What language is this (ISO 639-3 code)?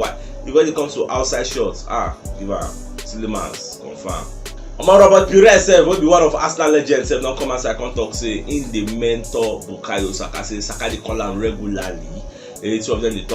pcm